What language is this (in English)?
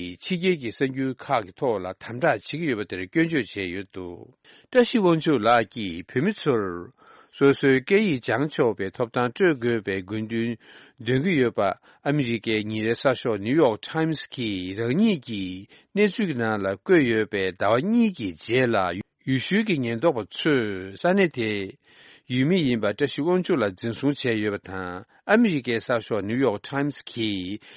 Tibetan